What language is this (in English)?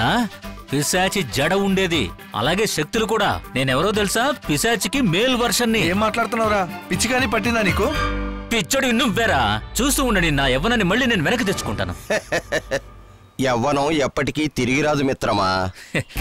Telugu